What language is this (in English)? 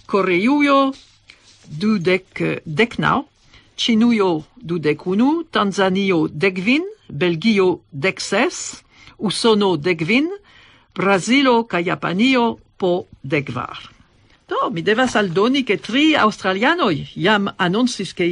Esperanto